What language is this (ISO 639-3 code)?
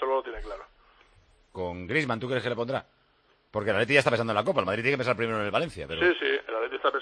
spa